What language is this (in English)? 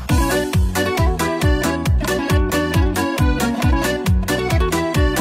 Kazakh